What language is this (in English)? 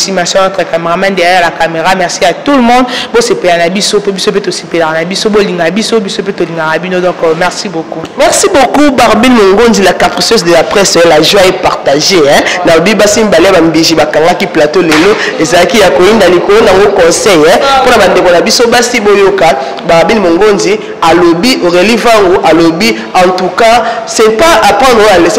Lingala